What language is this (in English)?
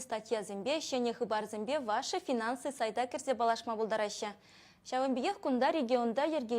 Chuvash